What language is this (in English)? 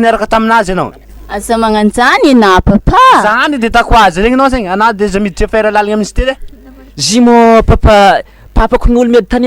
Malagasy